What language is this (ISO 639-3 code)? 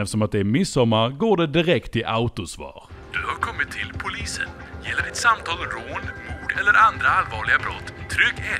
swe